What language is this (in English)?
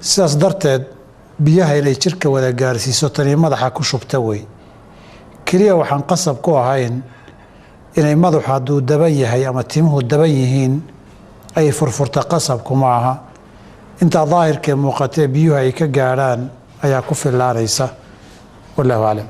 Somali